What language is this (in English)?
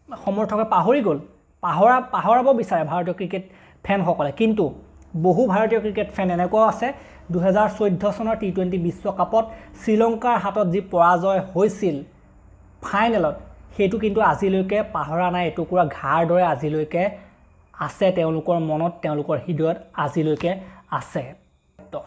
Assamese